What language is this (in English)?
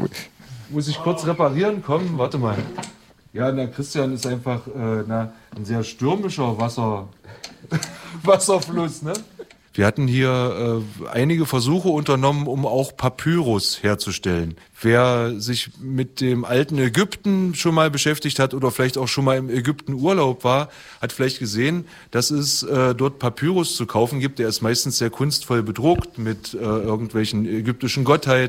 German